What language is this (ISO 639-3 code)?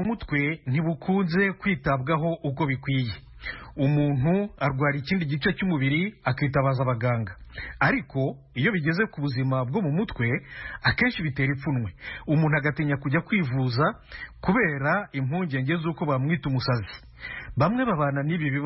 kin